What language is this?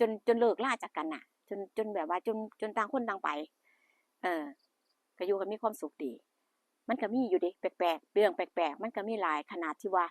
Northeastern Thai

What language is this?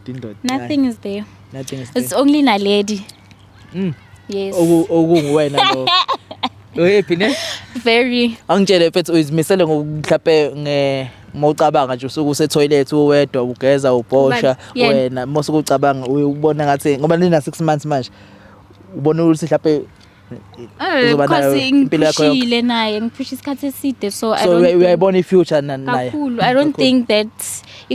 Zulu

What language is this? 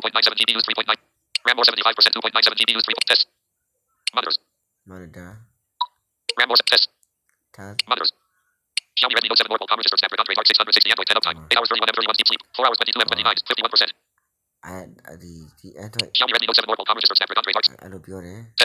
Burmese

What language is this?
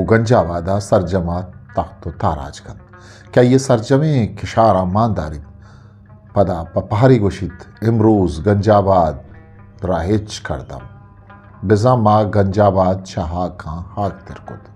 Eastern Balochi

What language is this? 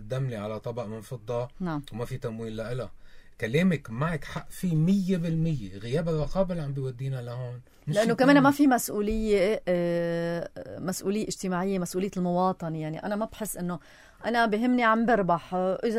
North Levantine Arabic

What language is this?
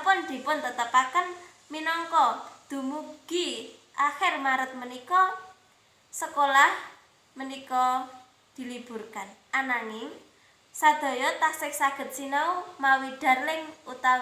Javanese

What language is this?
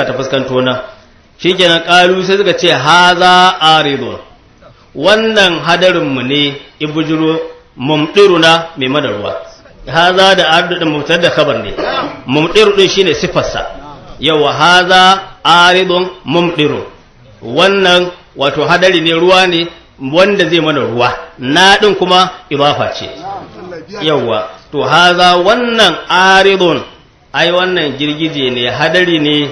Hausa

